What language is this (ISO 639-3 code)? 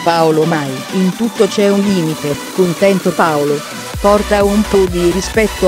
ita